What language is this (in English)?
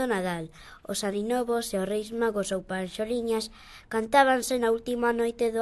Galician